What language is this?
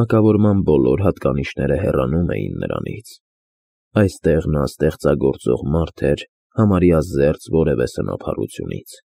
Armenian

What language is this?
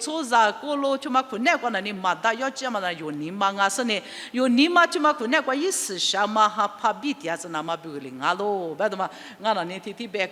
Lisu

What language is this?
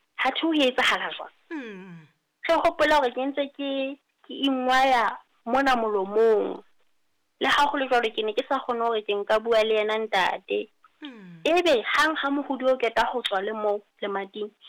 Southern Sotho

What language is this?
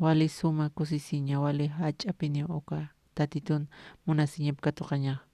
Aymara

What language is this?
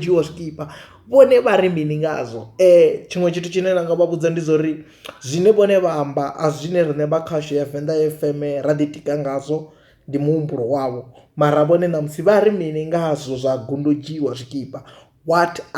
Venda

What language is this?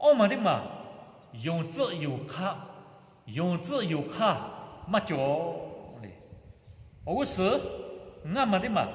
Lahu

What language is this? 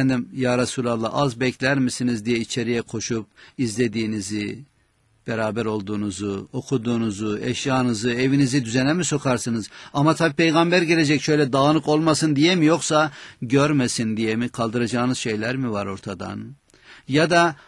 Turkish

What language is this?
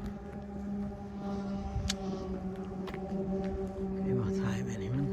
Lao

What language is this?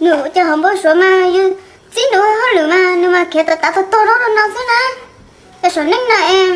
Hmong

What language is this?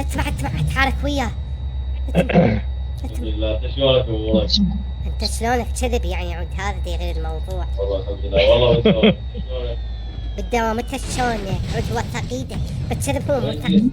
Mesopotamian Arabic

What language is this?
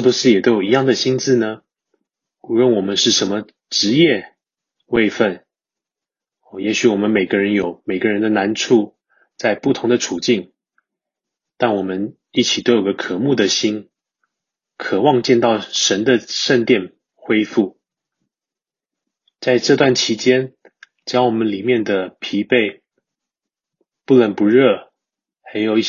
Chinese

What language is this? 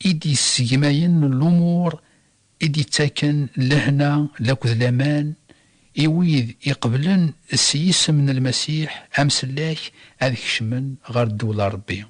Kabyle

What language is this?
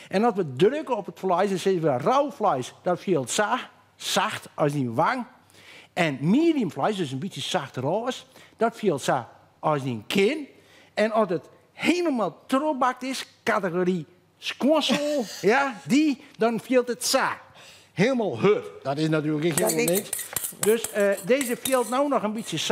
Western Frisian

